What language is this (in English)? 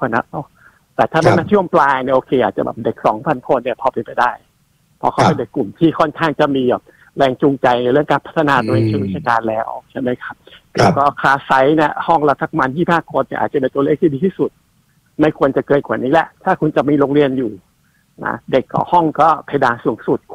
Thai